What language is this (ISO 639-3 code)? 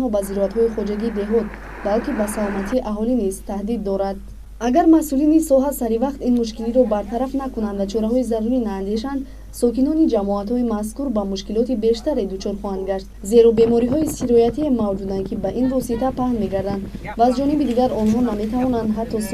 tgk